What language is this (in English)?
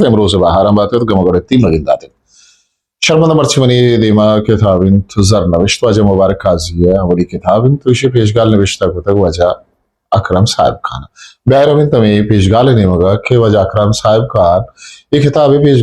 Eastern Balochi